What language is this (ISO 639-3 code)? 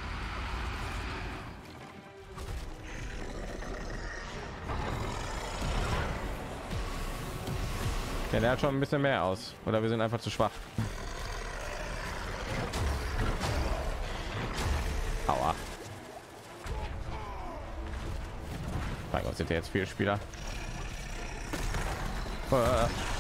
deu